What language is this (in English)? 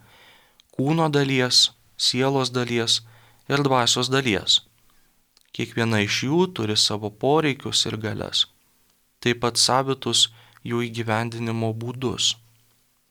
Lithuanian